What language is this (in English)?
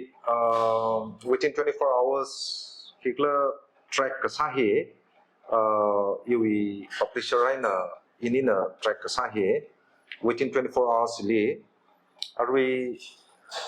Tangkhul Naga (India)